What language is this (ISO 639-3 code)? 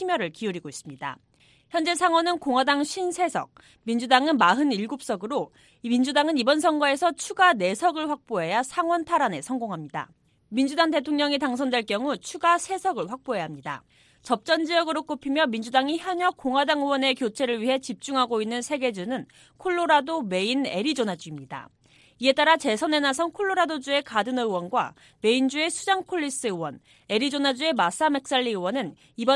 kor